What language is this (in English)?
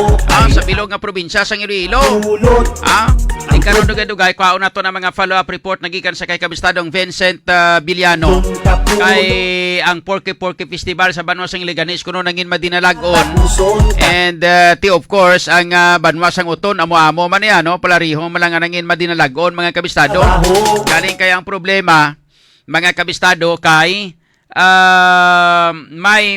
Hiligaynon